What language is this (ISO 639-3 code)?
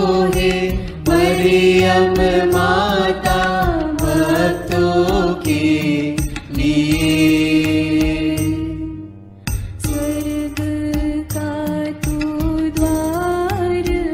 hin